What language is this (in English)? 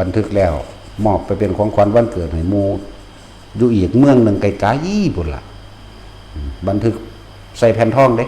Northeastern Thai